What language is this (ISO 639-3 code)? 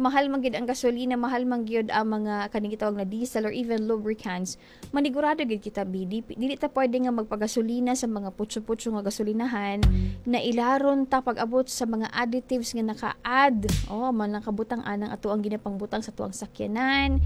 ceb